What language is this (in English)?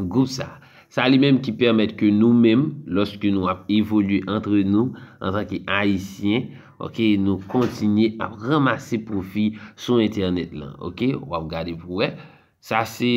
Haitian Creole